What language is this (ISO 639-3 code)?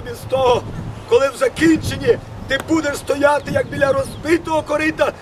ukr